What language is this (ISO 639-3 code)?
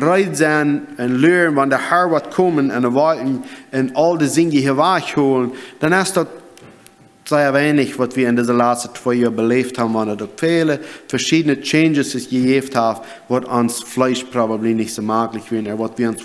pdt